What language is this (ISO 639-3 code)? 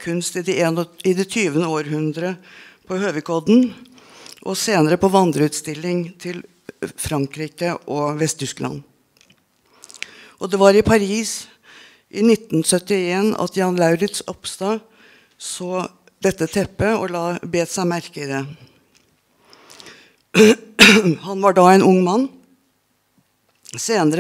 nor